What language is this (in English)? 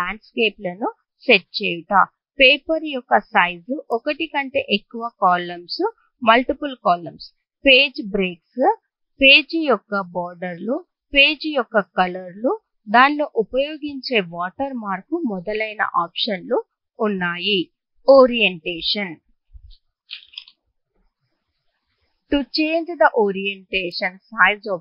Telugu